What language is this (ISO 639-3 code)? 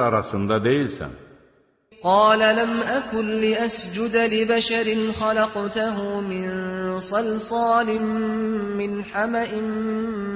aze